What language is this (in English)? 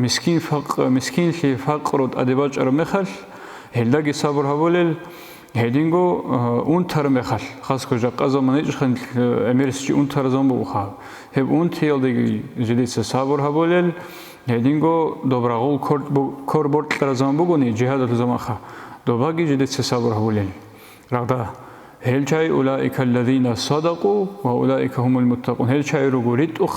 Avaric